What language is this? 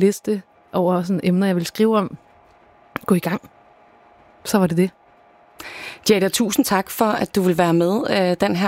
Danish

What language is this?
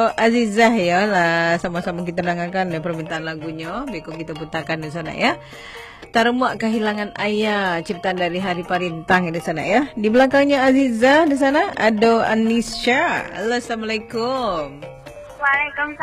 Minangkabau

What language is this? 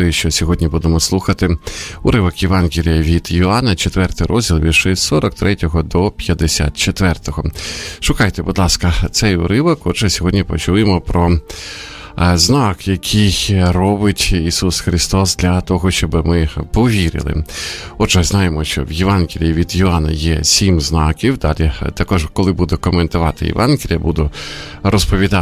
Ukrainian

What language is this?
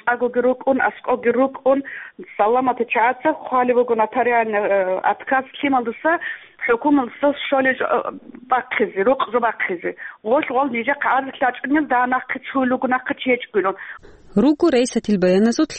Avaric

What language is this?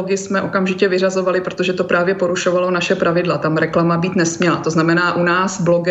Czech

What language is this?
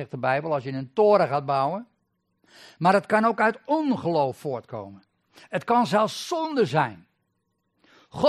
Dutch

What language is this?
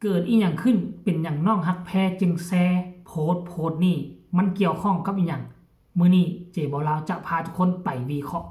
Lao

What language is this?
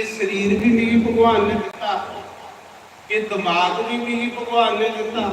Dogri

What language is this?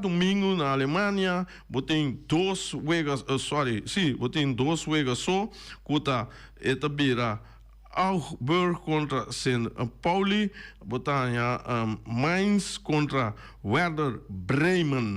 Papiamento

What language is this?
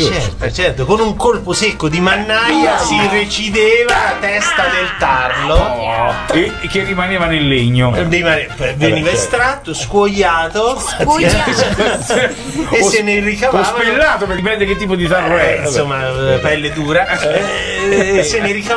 Italian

